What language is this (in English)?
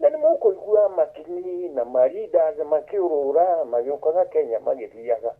Kikuyu